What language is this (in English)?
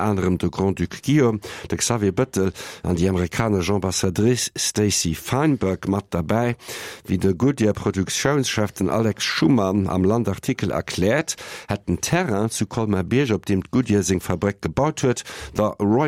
Luxembourgish